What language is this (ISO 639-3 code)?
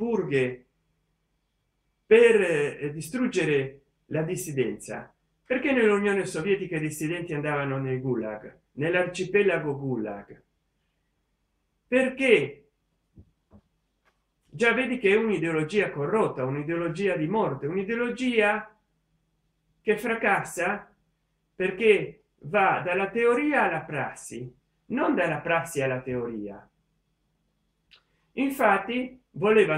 ita